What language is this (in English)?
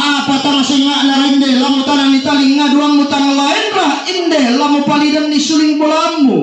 Toraja-Sa'dan